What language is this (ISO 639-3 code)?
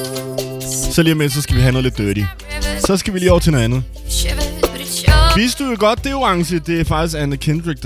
dan